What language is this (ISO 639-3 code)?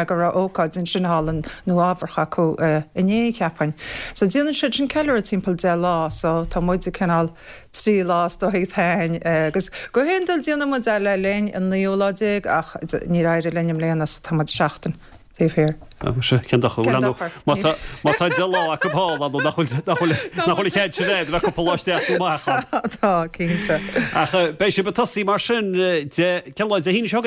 gle